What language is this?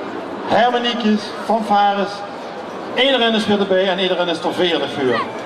Limburgish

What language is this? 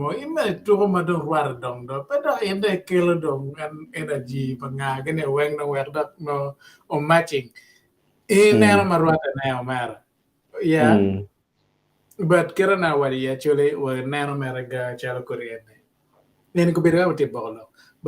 Acoli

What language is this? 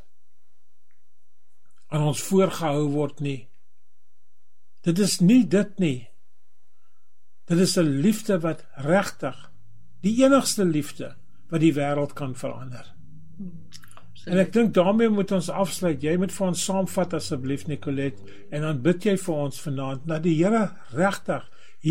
Afrikaans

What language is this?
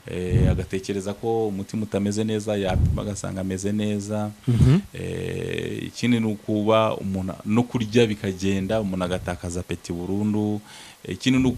Kinyarwanda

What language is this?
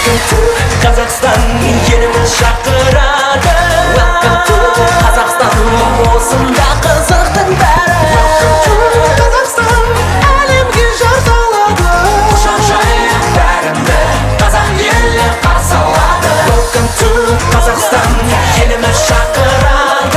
Kazakh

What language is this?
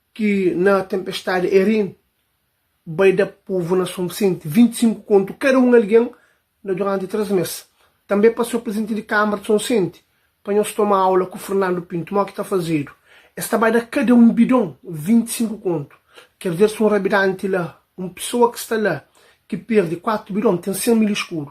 Kabuverdianu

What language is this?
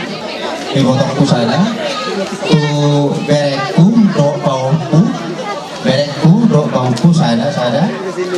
Batak Toba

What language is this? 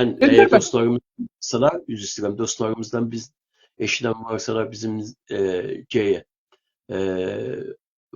South Azerbaijani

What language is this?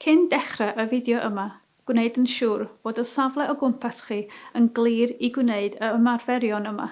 Welsh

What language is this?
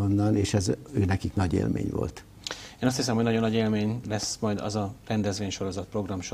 Hungarian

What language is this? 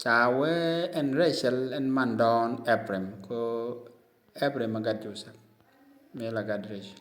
Nuer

